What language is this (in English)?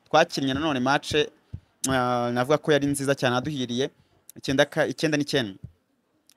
Kinyarwanda